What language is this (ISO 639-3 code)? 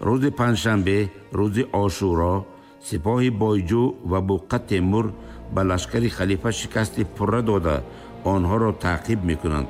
tgk